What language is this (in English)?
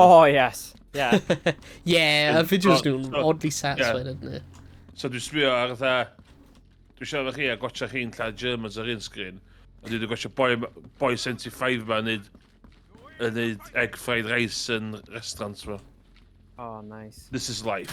Welsh